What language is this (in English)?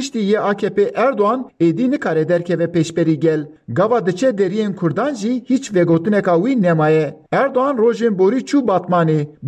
Kurdish